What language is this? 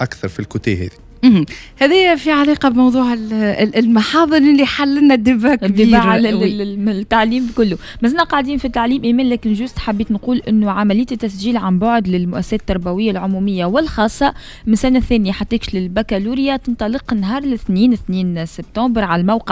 Tunisian Arabic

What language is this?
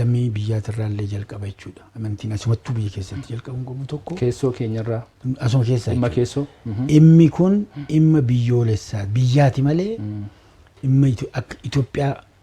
Oromo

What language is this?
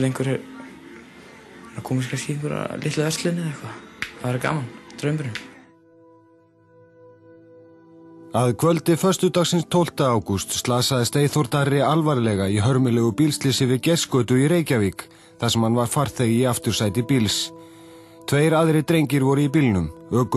Icelandic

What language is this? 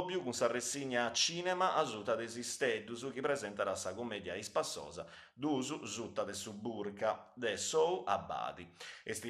Sardinian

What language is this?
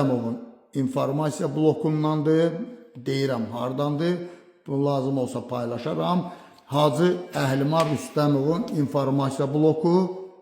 Azerbaijani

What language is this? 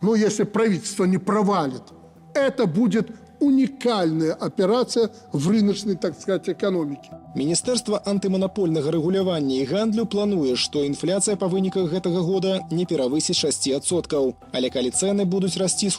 Belarusian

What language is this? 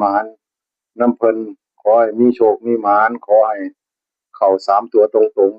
Northeastern Thai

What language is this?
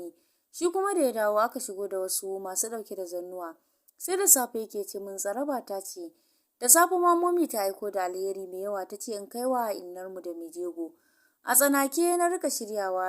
Hausa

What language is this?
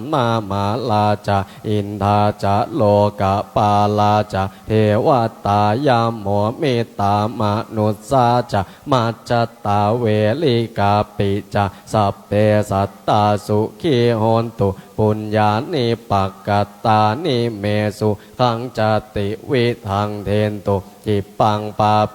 Pali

